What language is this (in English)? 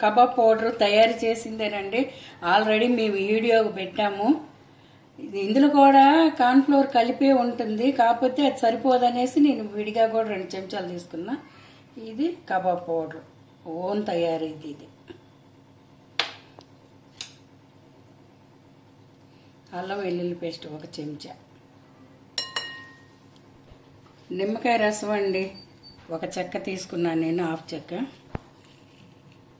Telugu